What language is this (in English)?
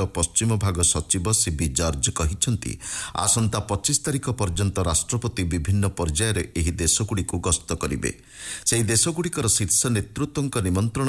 Odia